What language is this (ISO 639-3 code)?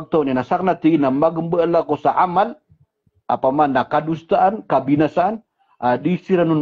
mrw